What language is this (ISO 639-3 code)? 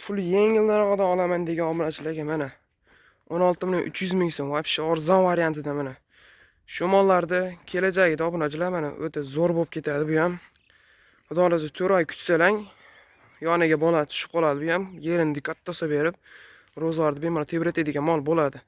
uzb